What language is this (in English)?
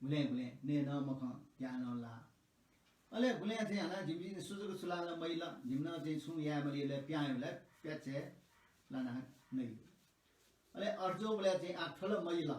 Newari